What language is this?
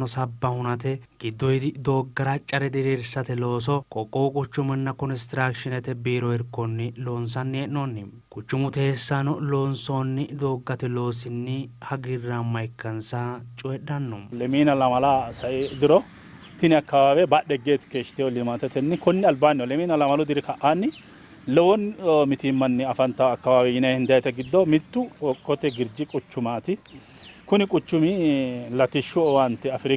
Sidamo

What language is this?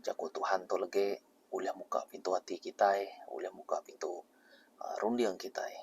Iban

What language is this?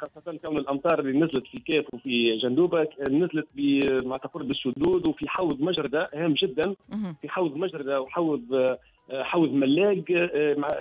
Tunisian Arabic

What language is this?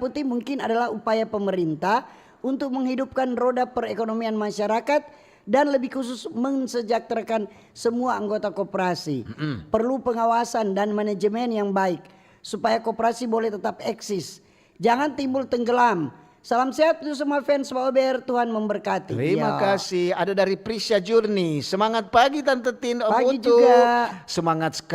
Manado Malay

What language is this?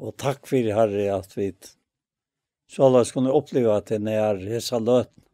Faroese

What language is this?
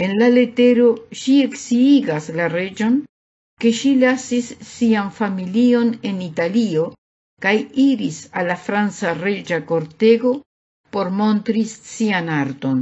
Esperanto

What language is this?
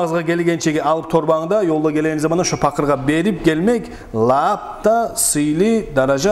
Kumyk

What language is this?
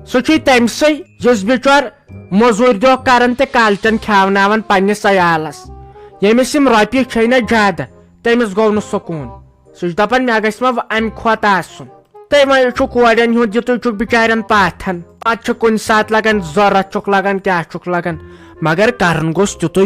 Kashmiri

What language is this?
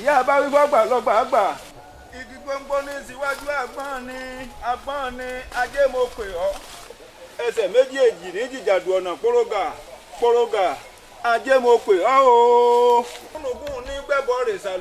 Yoruba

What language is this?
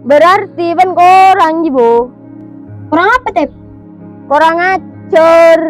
Madurese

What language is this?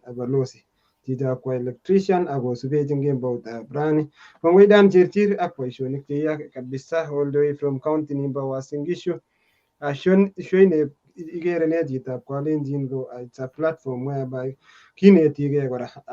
Kalenjin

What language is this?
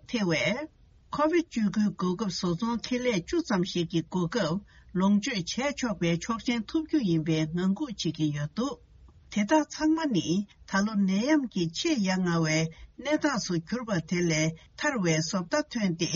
Tibetan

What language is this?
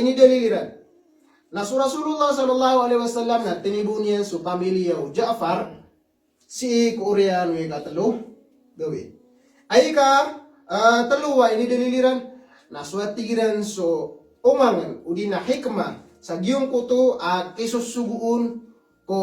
Maranao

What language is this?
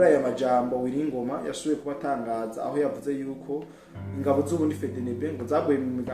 Rundi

